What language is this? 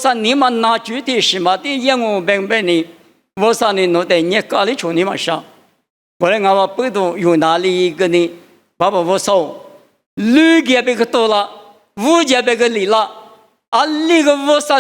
Lisu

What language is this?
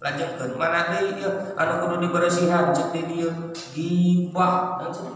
Sundanese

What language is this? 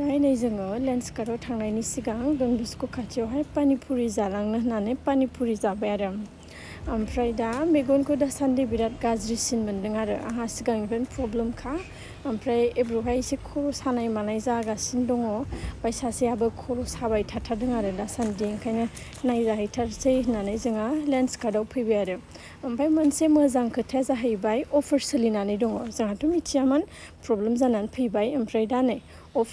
Bodo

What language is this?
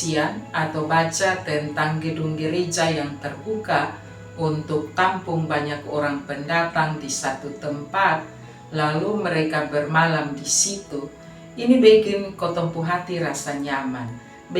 Kupang Malay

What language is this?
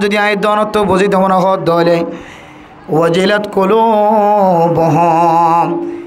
Rohingya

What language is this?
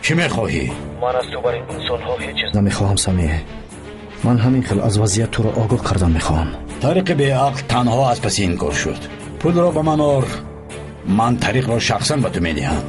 Tajik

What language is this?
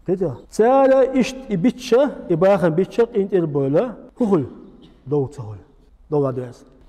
Chechen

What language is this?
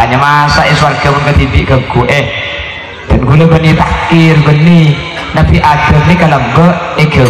Madurese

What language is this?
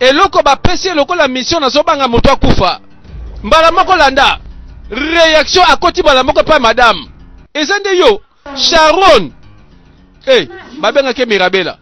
Lingala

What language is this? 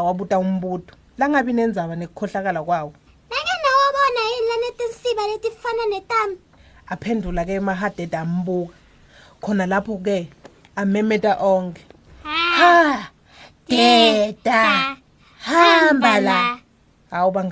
Swati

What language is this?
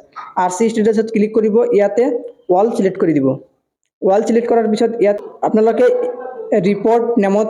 Assamese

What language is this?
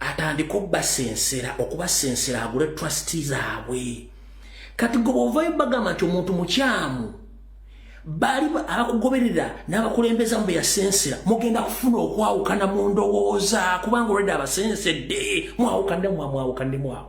Ganda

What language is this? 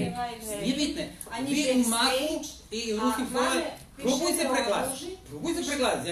Rusyn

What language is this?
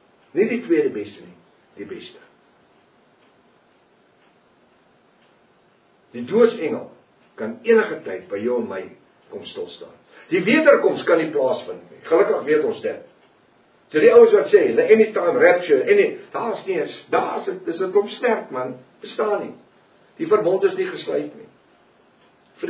Afrikaans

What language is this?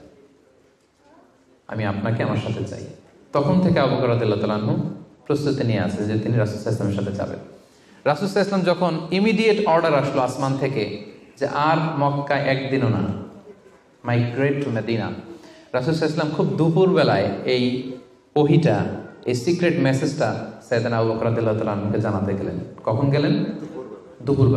Bangla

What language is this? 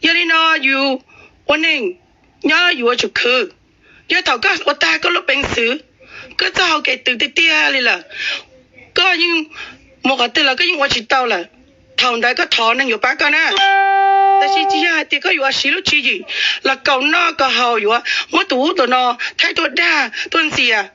Hmong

